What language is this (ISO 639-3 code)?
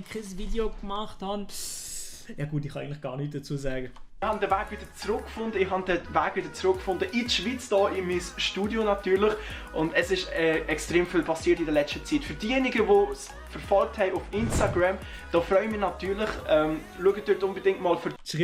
gsw